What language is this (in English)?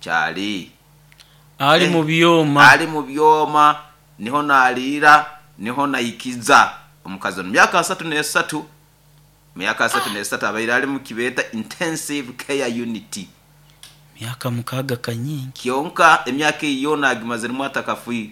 Nyoro